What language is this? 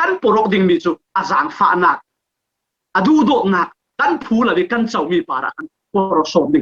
Falam Chin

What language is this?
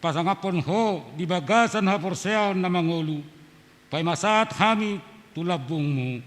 Batak Toba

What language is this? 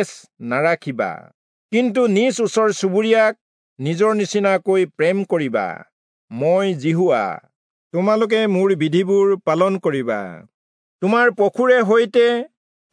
Assamese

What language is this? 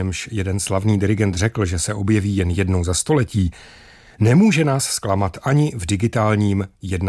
Czech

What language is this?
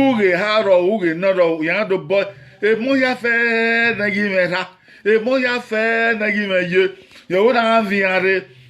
Bini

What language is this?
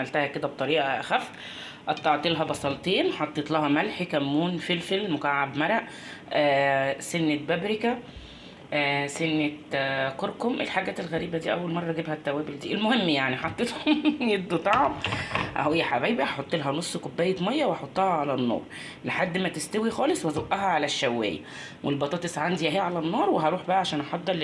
Egyptian Arabic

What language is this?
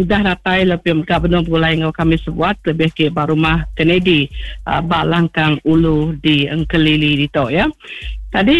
Iban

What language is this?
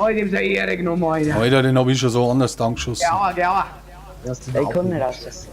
Bavarian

